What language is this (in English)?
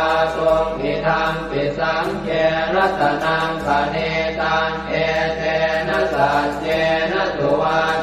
Pali